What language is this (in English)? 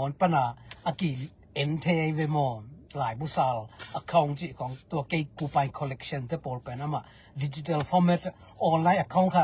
Tedim Chin